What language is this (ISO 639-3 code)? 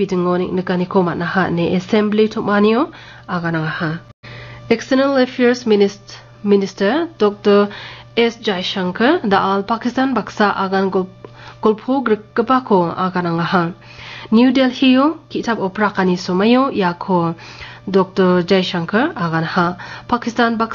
grt